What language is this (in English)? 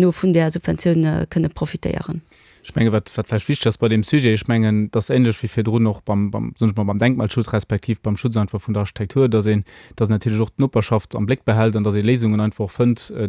Luxembourgish